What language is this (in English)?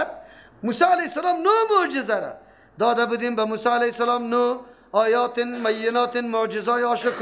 Persian